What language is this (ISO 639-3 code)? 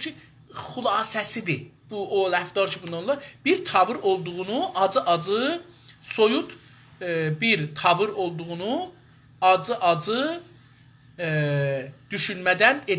azb